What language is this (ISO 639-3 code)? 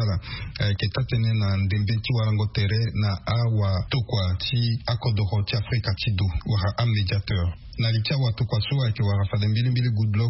sag